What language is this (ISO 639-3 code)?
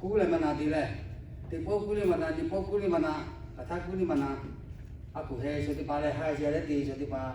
lhu